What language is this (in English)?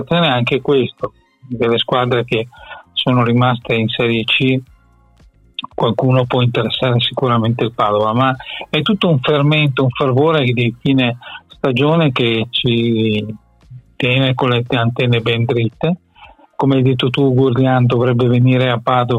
Italian